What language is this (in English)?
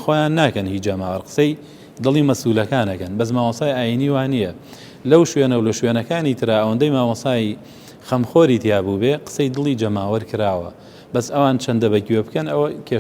Central Kurdish